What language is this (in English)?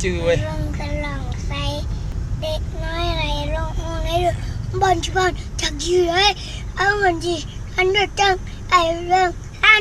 Lao